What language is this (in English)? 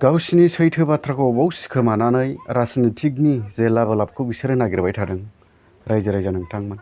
Bodo